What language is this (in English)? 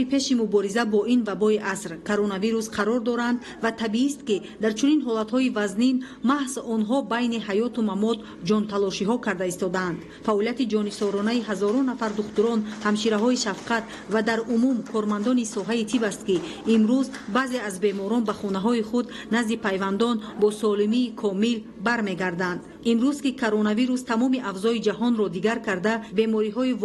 Tajik